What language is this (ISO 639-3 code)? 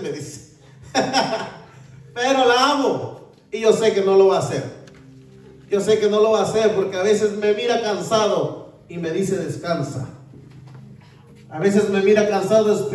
spa